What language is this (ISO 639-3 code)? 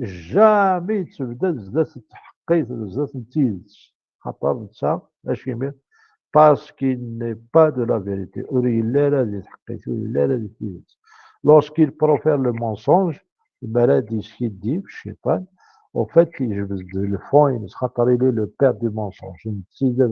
kab